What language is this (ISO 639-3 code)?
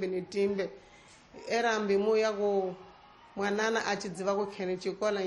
tso